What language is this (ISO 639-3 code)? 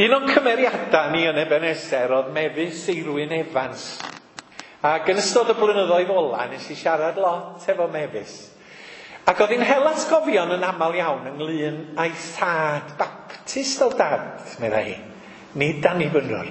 cym